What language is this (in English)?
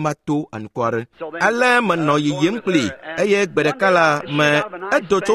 Ewe